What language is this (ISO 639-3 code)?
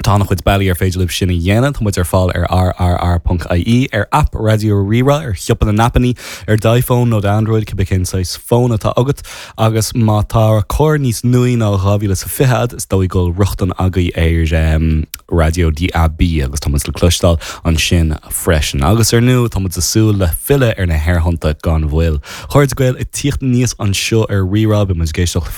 gle